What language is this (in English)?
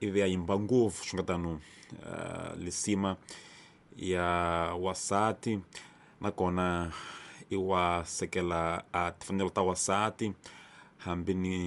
Tsonga